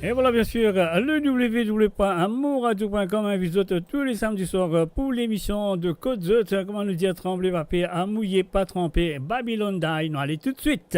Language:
Morisyen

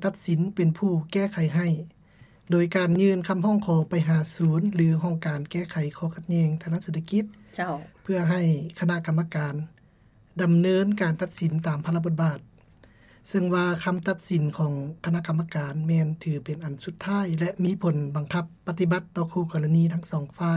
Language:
Lao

